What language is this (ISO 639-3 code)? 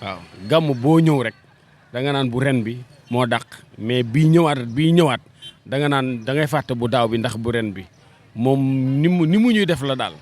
wol